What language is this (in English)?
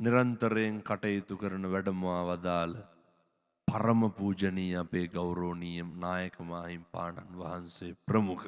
Sinhala